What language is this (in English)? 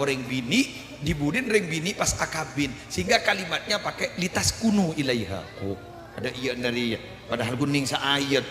Madurese